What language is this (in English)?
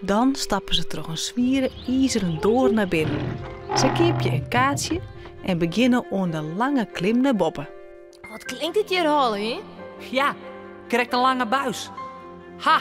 Western Frisian